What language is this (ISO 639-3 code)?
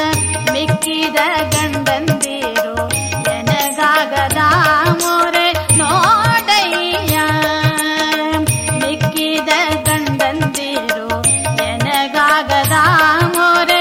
kan